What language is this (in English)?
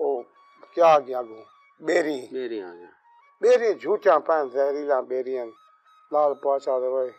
Saraiki